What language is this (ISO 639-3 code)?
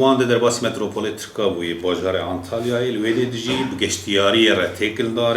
kur